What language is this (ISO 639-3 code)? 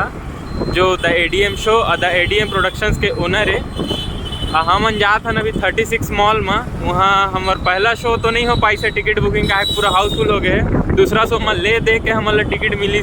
hne